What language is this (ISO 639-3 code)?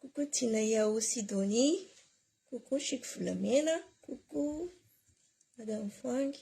mlg